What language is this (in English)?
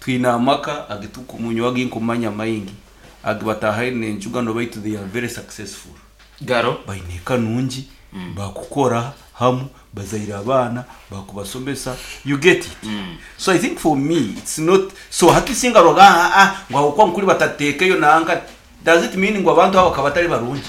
Nyankole